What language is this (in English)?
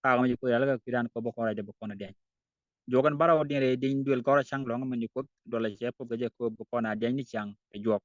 Nuer